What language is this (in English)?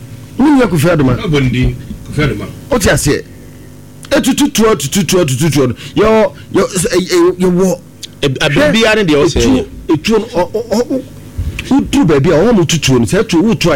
Akan